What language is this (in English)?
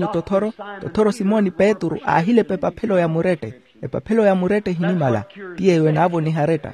Makhuwa